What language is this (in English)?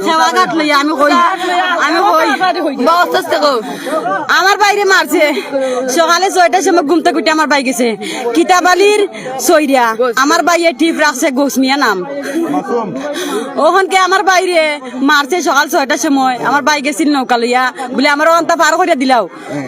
Sylheti